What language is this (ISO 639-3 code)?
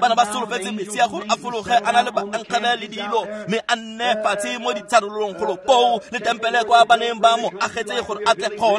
tsn